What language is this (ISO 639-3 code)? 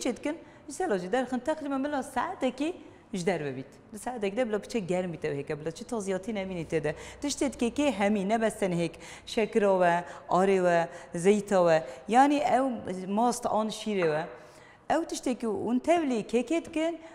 kur